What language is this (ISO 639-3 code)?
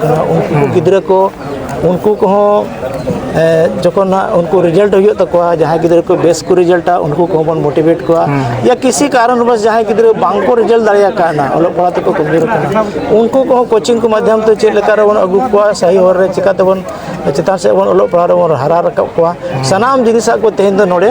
sat